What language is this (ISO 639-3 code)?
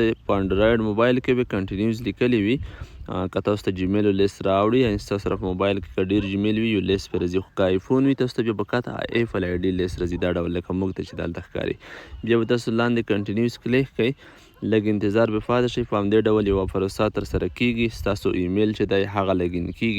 pus